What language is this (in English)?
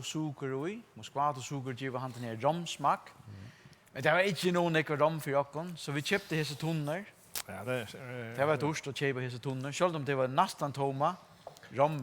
Faroese